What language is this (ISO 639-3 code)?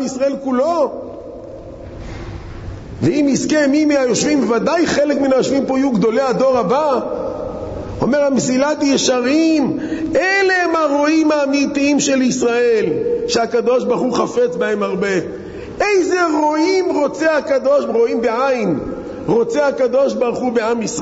heb